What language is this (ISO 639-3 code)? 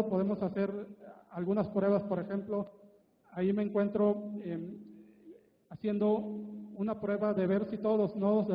spa